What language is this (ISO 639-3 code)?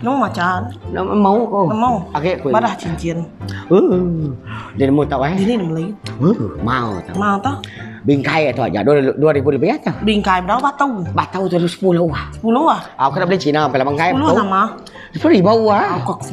iba